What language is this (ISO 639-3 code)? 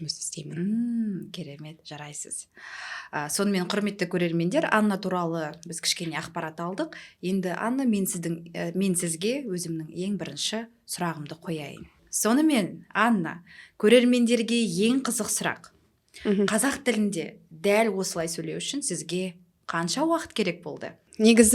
kaz